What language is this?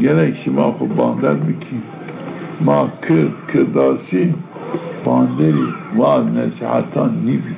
Zaza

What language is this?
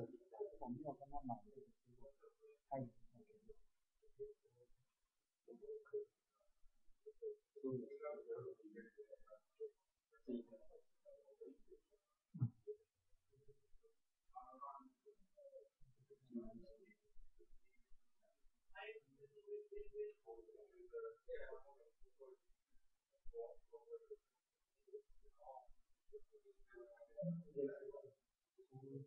Chinese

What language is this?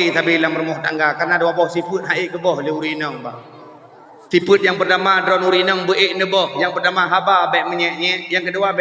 Achinese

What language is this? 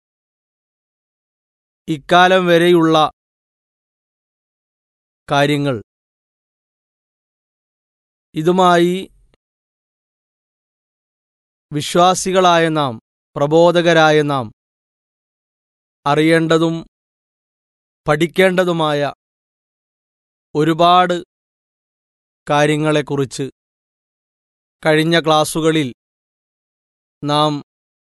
Malayalam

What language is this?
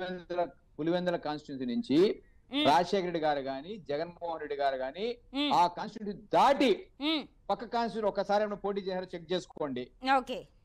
Telugu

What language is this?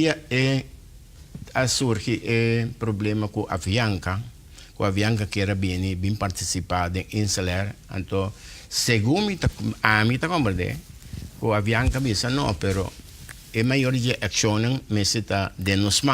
Papiamento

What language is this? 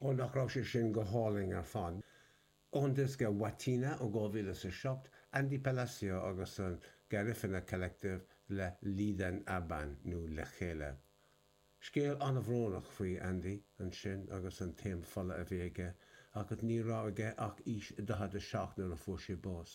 Irish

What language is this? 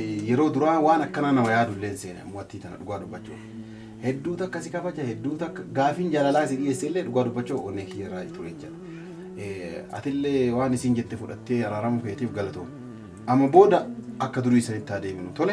Oromo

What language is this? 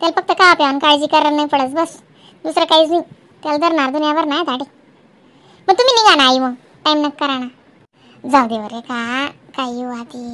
Khandesi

